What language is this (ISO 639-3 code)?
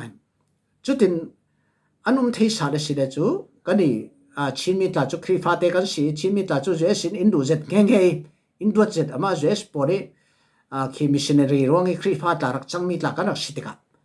cfm